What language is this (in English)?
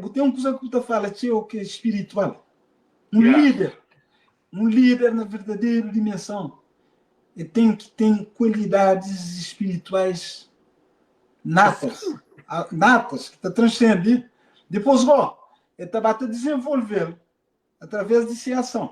Kabuverdianu